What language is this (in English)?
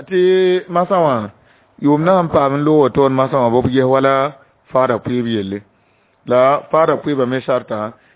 Mossi